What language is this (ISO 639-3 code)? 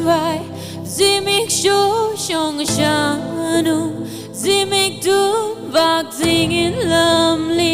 nmf